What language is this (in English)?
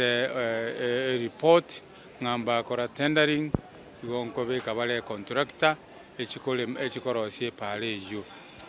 Gusii